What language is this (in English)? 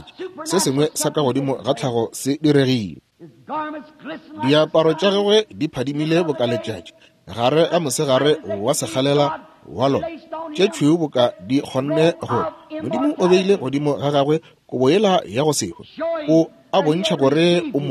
Northern Sotho